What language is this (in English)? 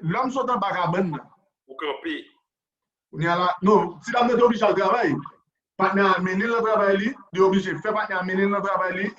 Haitian Creole